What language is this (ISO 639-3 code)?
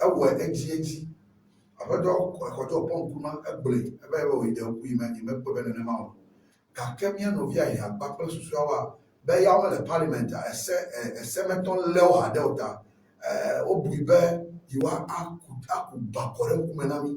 ewe